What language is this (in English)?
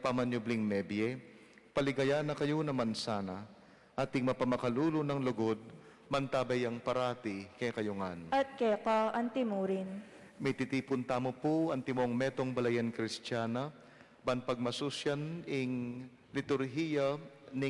Pampanga